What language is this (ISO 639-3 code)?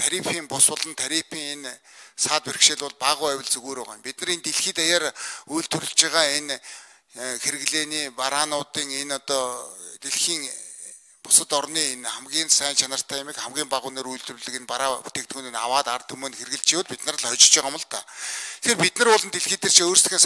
mon